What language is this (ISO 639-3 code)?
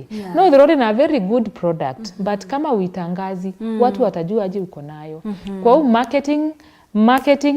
mer